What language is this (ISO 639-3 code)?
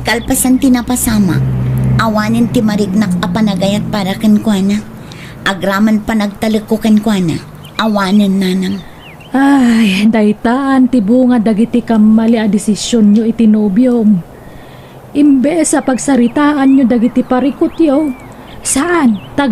ilo